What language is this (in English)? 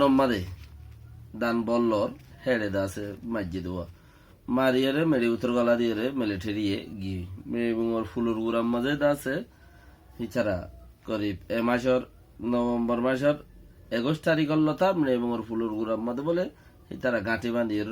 Rohingya